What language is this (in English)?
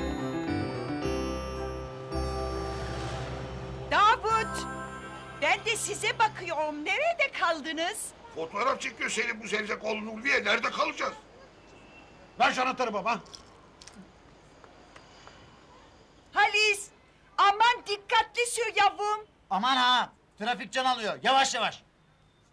Turkish